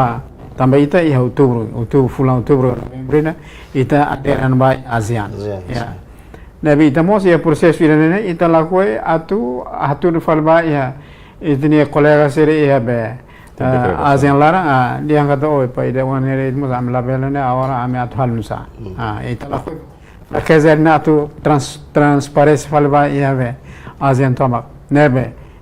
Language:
Tetum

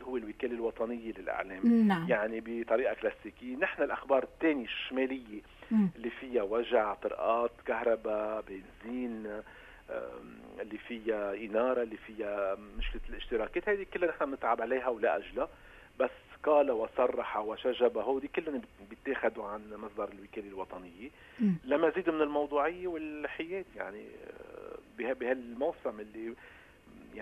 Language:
North Levantine Arabic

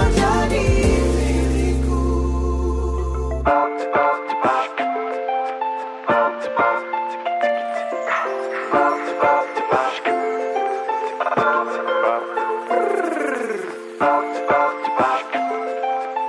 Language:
Indonesian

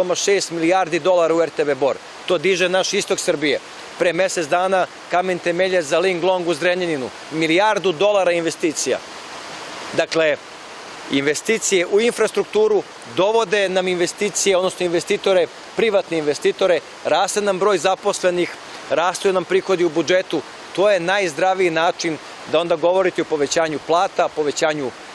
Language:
Serbian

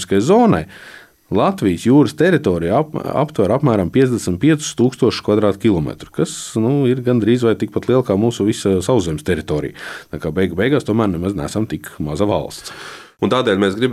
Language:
Latvian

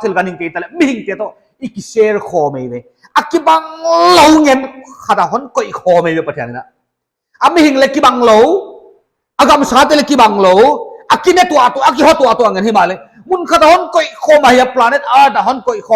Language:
Paite Chin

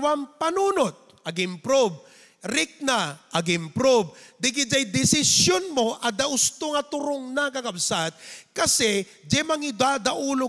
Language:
Iloko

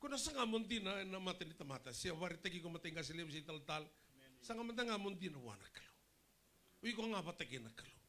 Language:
Fijian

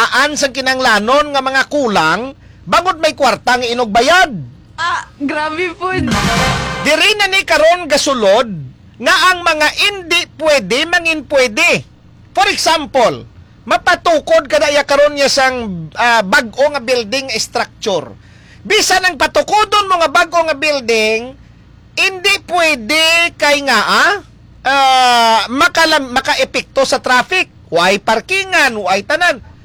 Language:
Hiligaynon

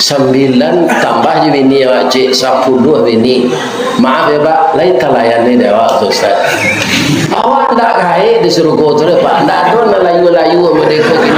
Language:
Minangkabau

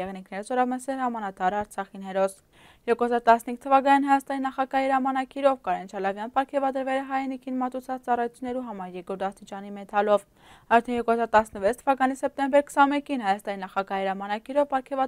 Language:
Armenian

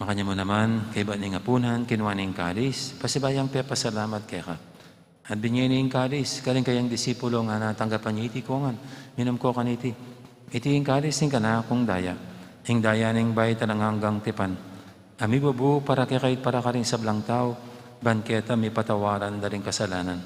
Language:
Pampanga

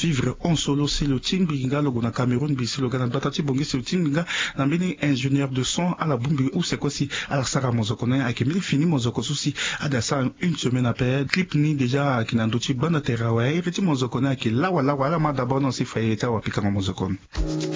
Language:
Sango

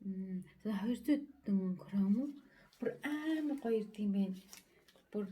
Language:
Mongolian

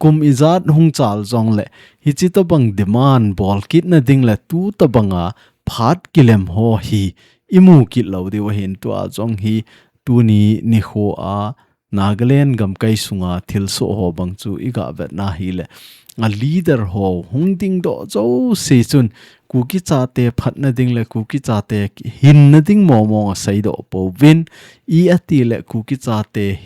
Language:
Thado Chin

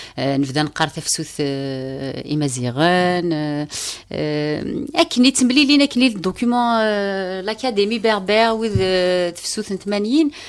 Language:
Kabyle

